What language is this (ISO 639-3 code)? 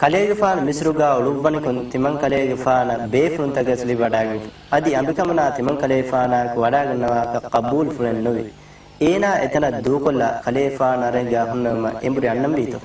div